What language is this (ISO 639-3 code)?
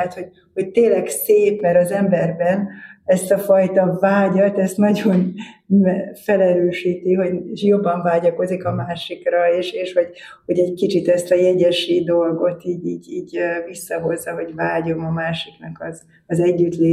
hun